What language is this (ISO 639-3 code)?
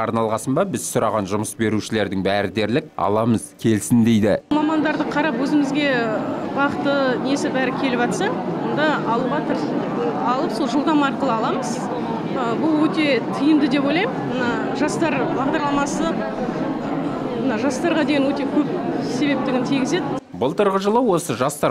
kaz